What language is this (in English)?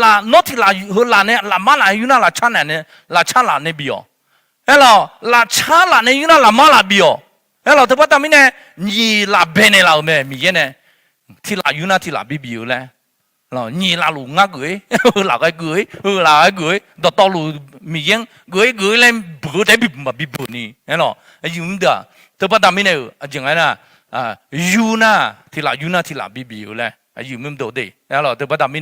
Akha